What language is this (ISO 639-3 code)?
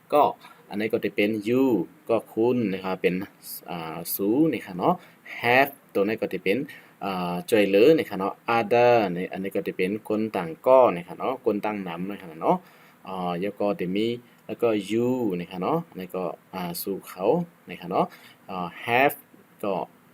shn